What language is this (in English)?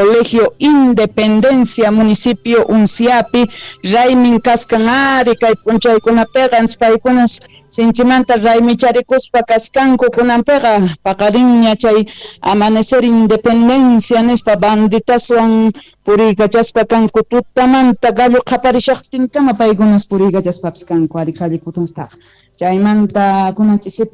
Quechua